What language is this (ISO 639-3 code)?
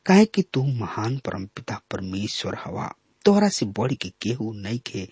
bho